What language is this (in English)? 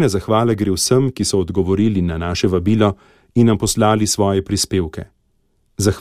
Slovenian